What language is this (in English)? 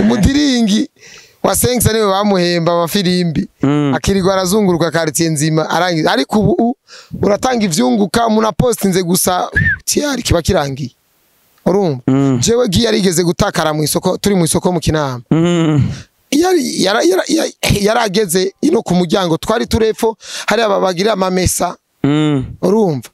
Rundi